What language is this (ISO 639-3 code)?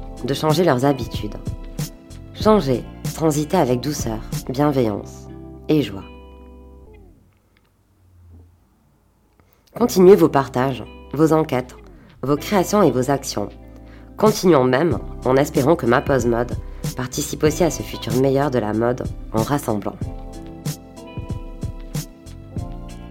fra